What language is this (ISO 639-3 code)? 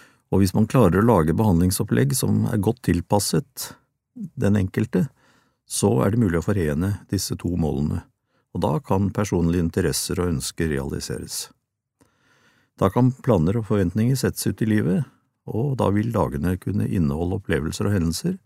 nor